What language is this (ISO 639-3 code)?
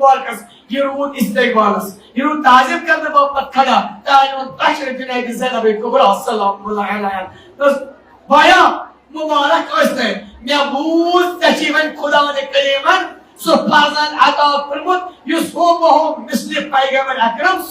kas